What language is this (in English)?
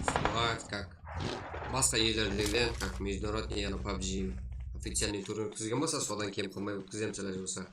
Kara-Kalpak